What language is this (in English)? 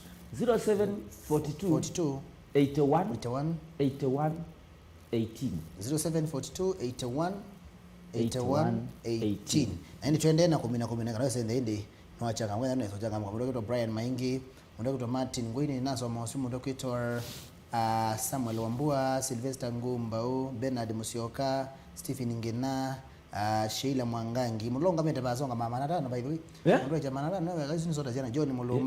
Kamba